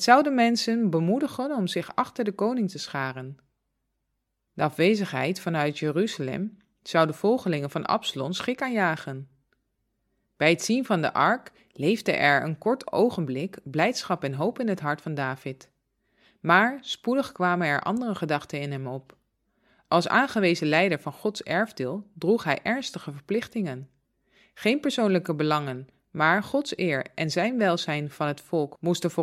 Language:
Dutch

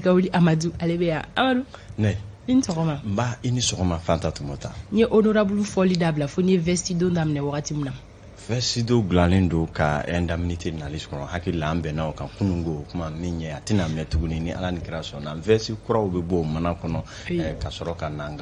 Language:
Bambara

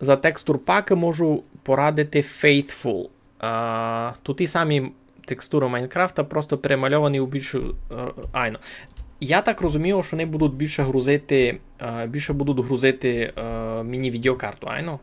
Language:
Rusyn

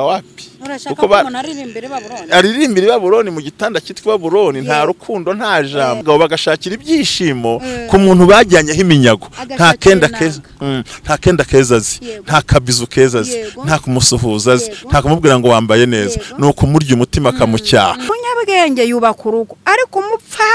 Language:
Kinyarwanda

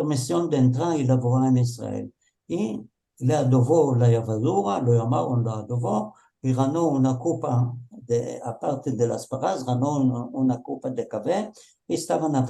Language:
Ladino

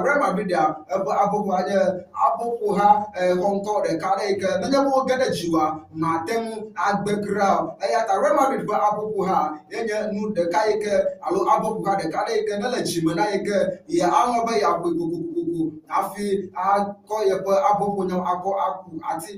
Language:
Ewe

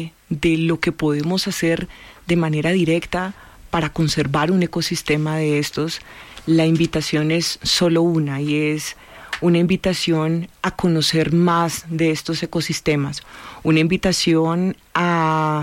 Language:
Spanish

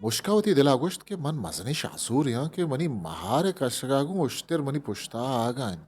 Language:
Eastern Balochi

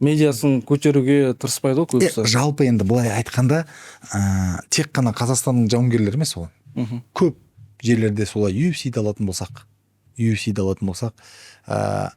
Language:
Kazakh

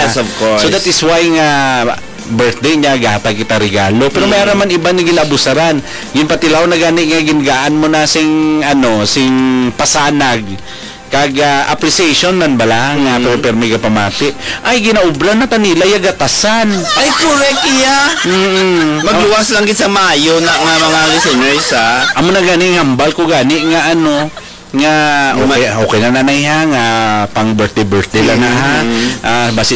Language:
Hiligaynon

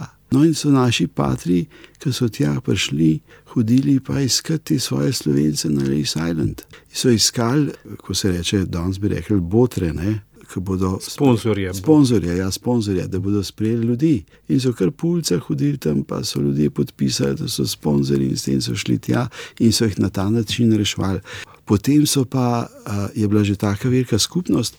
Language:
Slovenian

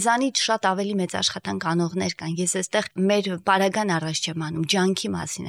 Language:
Armenian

